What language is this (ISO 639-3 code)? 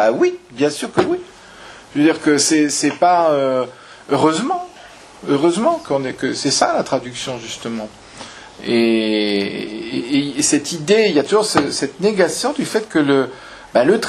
fra